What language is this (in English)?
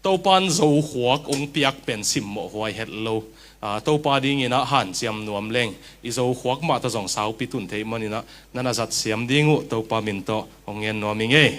Tedim Chin